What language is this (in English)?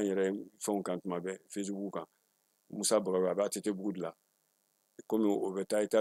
Bambara